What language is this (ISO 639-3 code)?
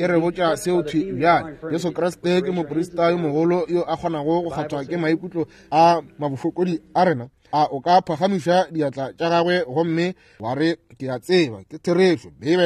nso